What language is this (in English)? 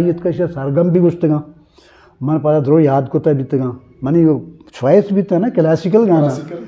Eastern Balochi